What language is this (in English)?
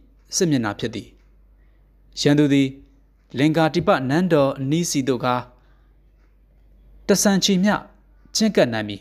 Burmese